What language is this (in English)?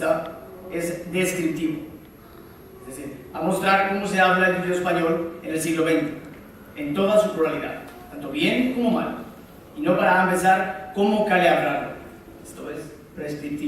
Ladino